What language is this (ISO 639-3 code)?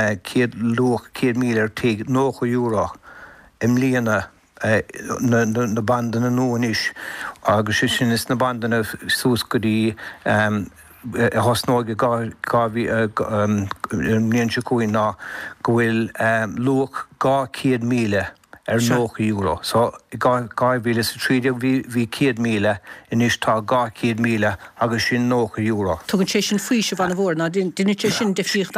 gle